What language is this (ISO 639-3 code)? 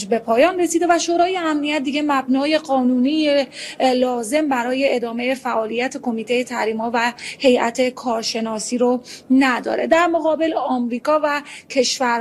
fas